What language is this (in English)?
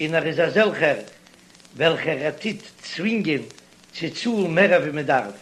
Yiddish